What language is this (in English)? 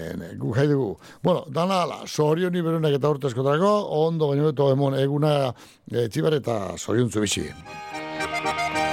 Basque